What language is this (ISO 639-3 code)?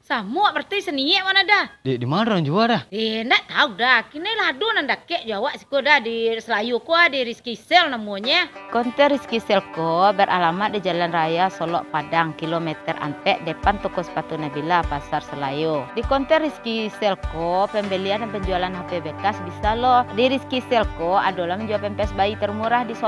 min